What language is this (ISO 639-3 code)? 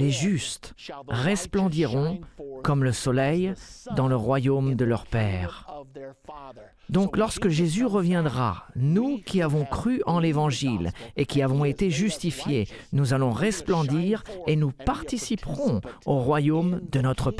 fra